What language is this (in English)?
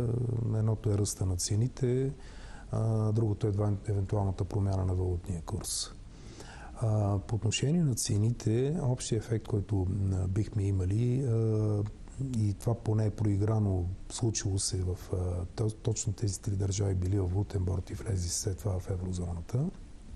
Bulgarian